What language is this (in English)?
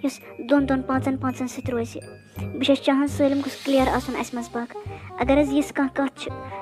Kashmiri